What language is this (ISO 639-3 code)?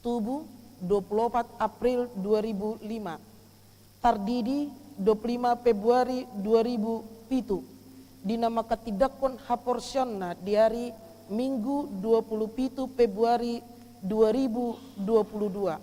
bbc